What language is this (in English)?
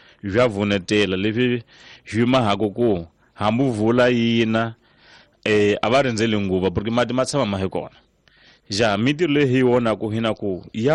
Tsonga